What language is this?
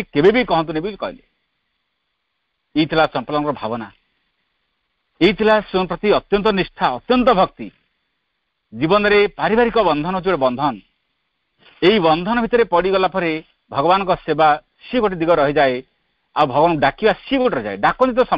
Odia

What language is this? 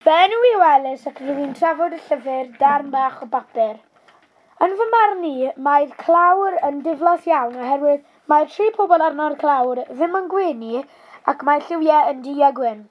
Welsh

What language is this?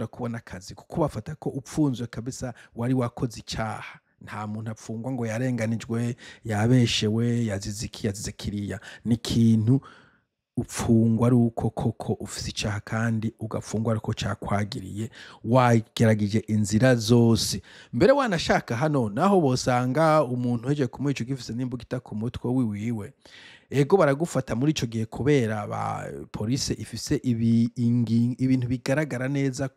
Rundi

